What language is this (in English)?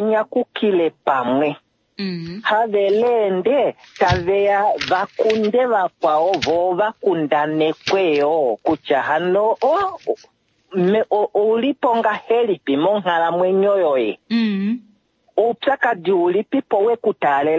Kuanyama